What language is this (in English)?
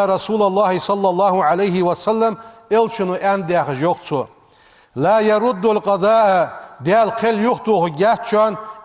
Ingush